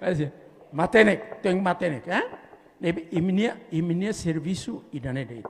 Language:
Tetum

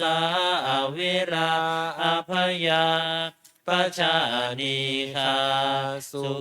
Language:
Pali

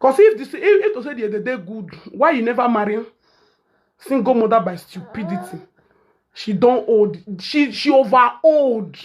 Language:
Nigerian Pidgin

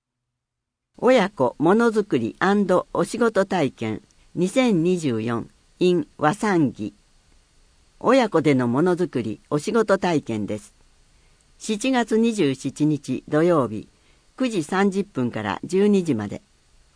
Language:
Japanese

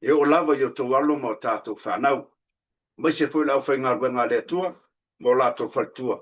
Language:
Samoan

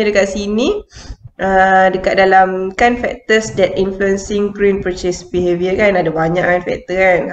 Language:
Malay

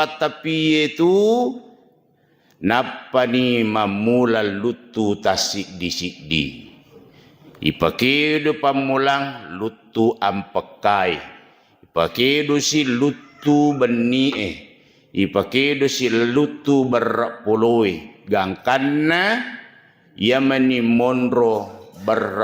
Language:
Buginese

